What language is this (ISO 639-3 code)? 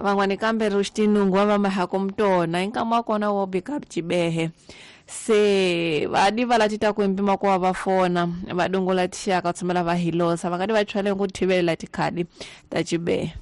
tso